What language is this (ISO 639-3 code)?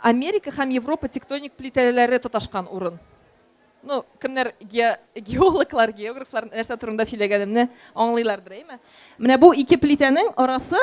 tat